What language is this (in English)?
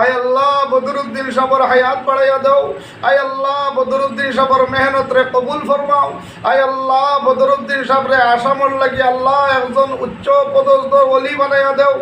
Sylheti